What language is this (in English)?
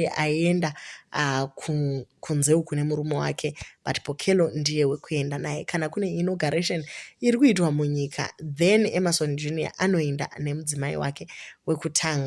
Shona